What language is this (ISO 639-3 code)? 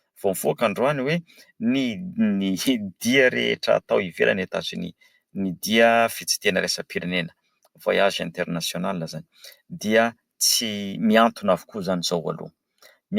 mlg